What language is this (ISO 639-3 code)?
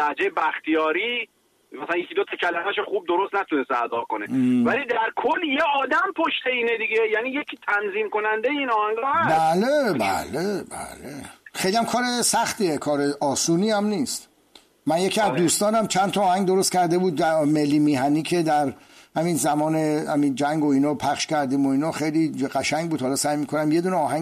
fas